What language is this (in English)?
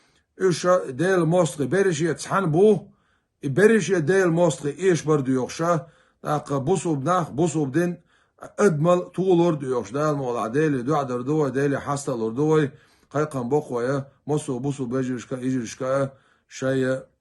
Chechen